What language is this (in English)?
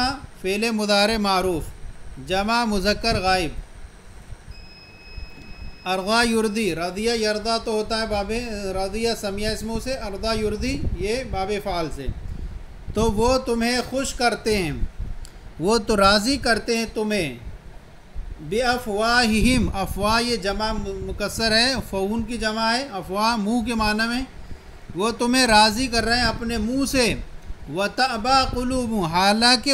Urdu